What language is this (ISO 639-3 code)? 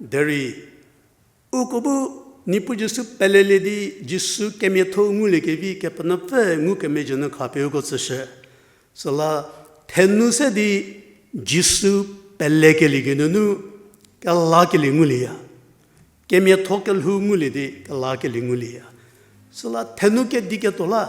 njm